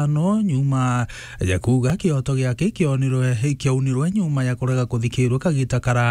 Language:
Meru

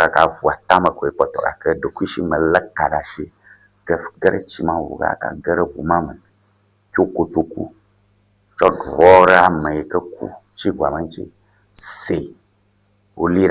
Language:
Ewe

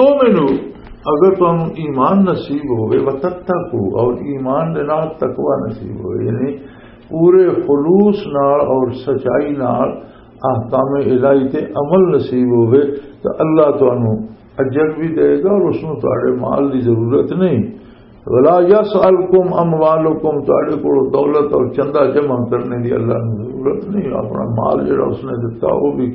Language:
Western Panjabi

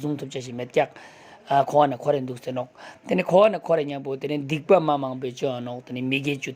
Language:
Ladakhi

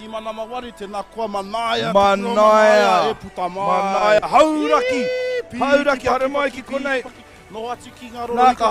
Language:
Māori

